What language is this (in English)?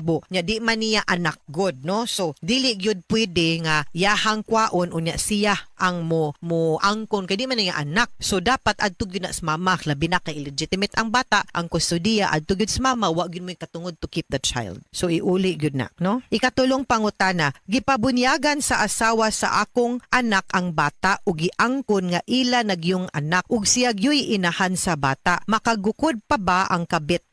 Cebuano